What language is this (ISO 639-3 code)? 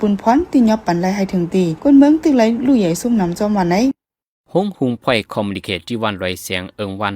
shn